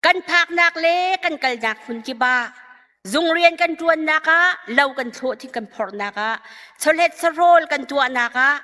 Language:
Hakha Chin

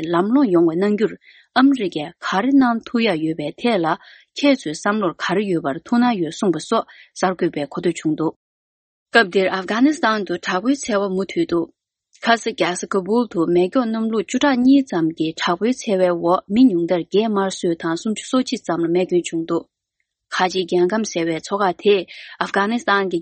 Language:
Tibetan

